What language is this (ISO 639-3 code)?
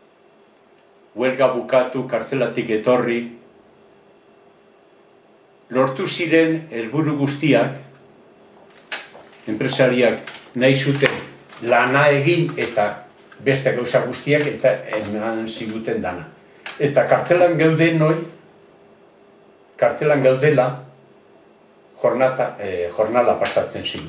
eus